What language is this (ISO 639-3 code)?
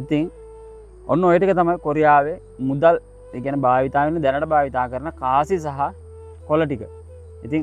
sin